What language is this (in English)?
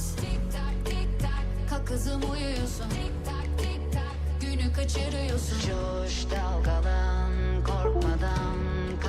Kara-Kalpak